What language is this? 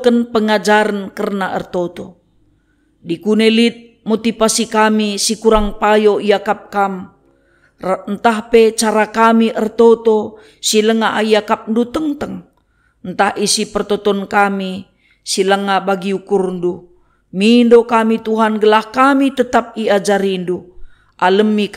Batak Karo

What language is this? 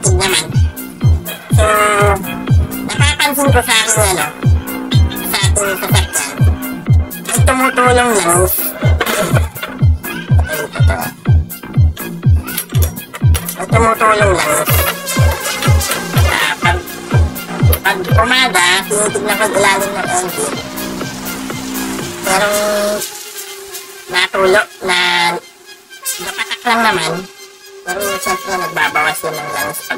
Filipino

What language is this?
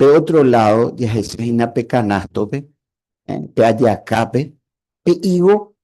Guarani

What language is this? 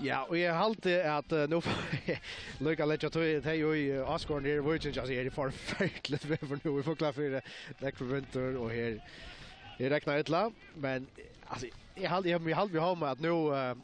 Faroese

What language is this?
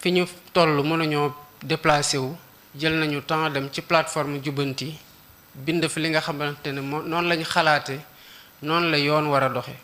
Wolof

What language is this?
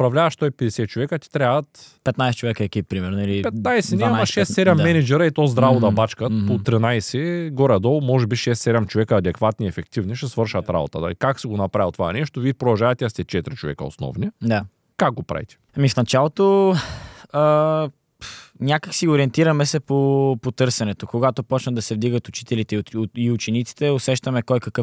Bulgarian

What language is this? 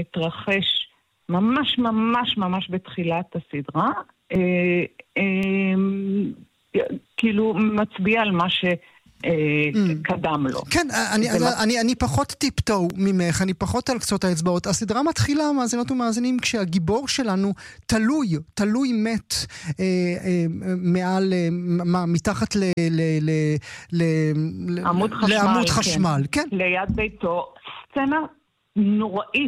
Hebrew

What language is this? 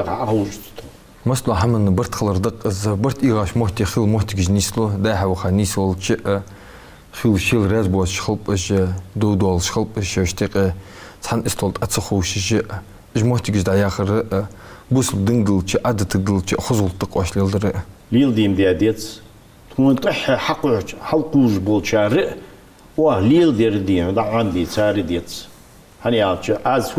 Ingush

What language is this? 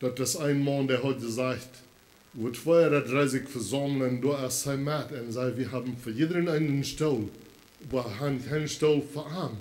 Plautdietsch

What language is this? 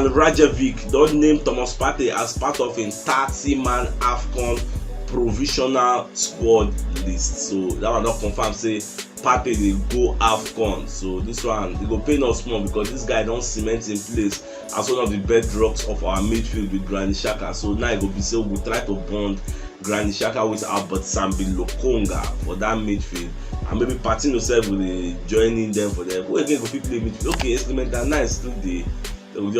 Nigerian Pidgin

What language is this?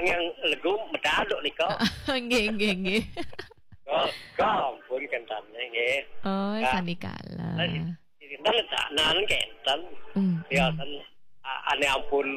Balinese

